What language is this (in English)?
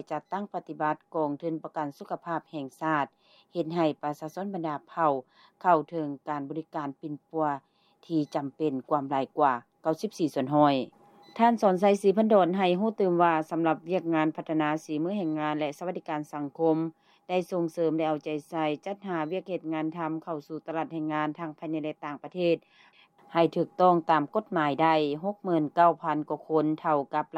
Lao